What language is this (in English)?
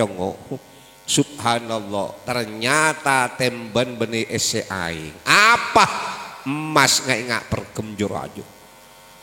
Madurese